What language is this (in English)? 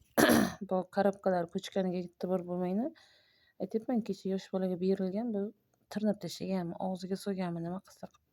Uzbek